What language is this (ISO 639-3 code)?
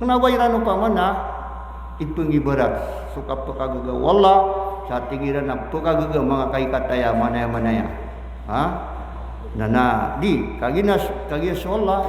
mrw